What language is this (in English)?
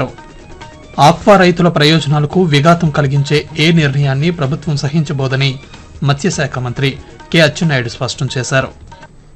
Telugu